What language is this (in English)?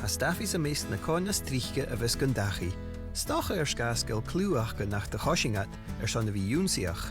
Scottish Gaelic